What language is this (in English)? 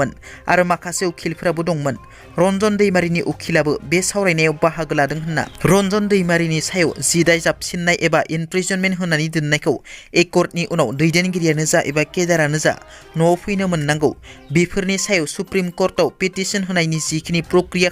Bodo